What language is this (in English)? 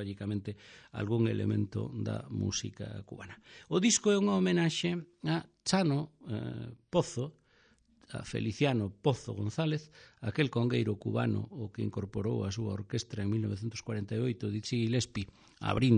Galician